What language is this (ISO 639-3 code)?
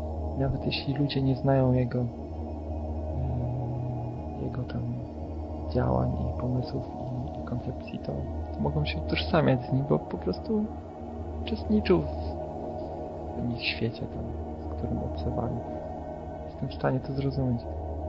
pol